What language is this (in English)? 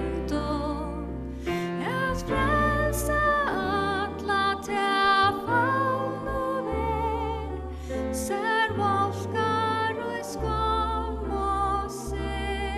Faroese